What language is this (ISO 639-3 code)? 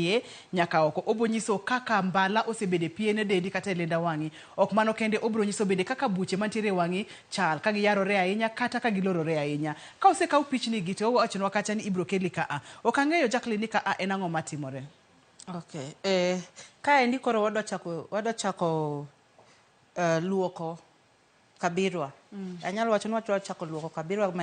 luo